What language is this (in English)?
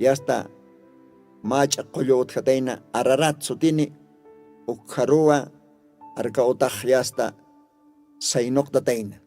Aymara